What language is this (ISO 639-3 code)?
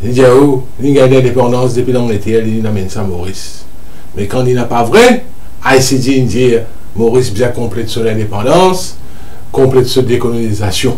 mfe